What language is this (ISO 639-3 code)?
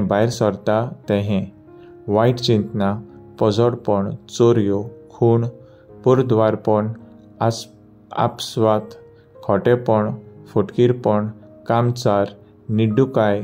kok